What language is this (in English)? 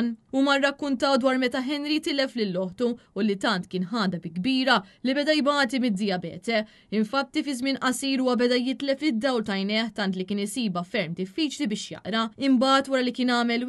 Maltese